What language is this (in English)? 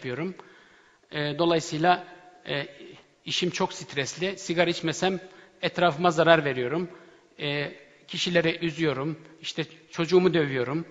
Turkish